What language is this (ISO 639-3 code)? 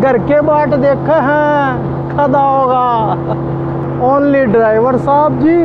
bgc